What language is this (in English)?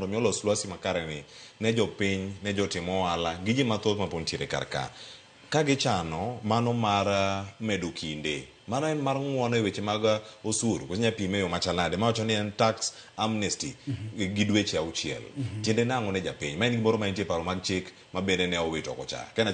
Luo (Kenya and Tanzania)